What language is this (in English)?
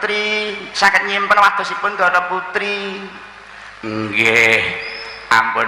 Javanese